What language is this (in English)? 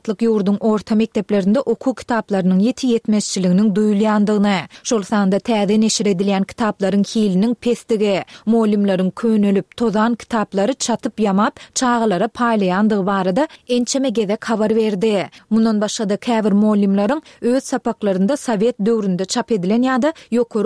Turkmen